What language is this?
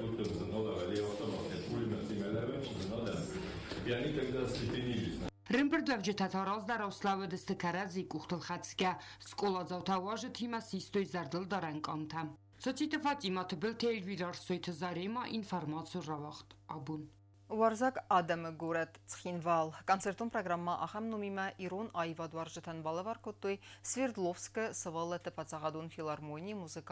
Ossetic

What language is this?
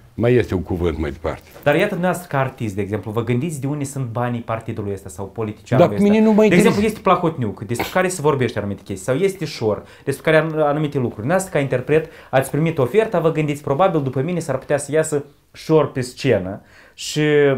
Romanian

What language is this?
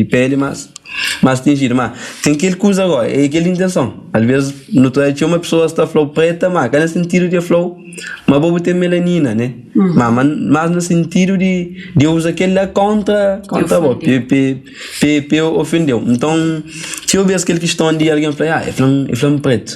Kabuverdianu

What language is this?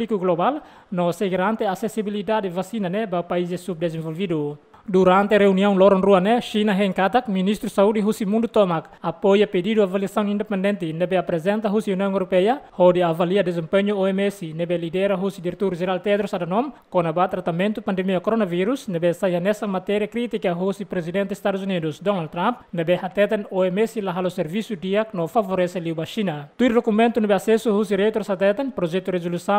Tetum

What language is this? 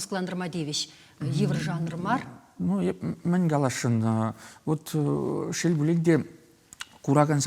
Chuvash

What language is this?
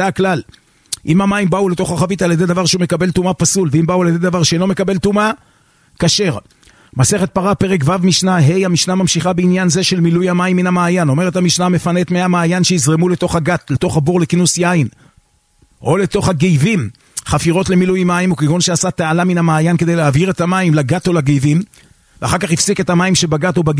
Hebrew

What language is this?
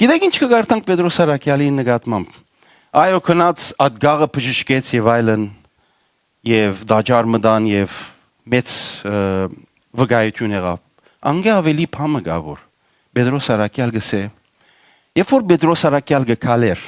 Western Armenian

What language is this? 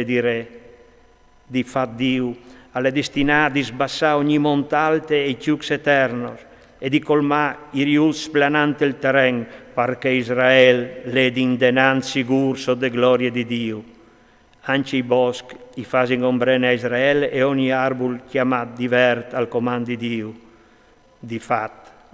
Friulian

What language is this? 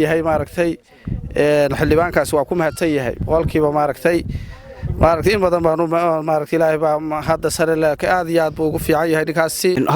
Somali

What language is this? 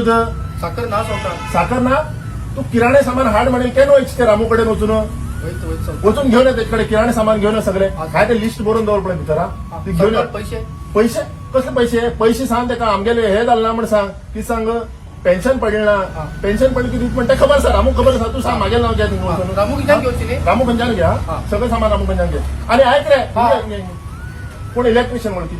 Konkani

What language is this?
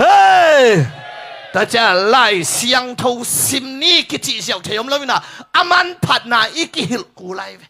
Tedim Chin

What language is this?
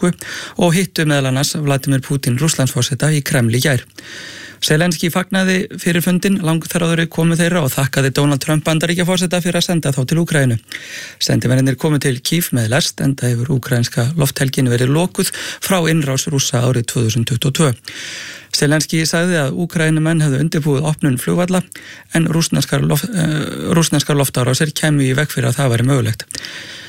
Icelandic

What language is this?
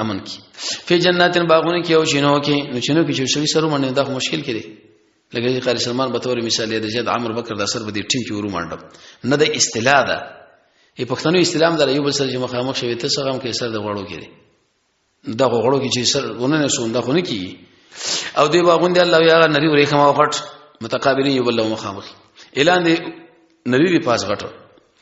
Pashto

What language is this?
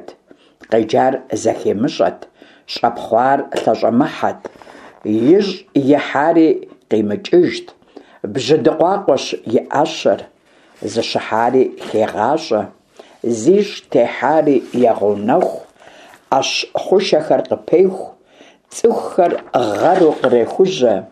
Kabardian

